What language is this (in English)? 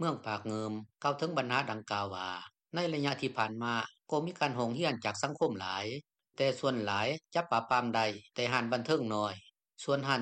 Lao